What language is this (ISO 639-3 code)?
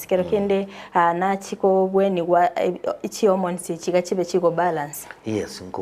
guz